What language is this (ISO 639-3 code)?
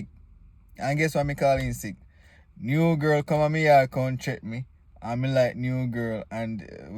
jam